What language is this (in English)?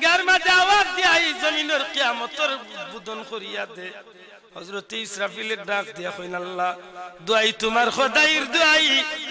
Sylheti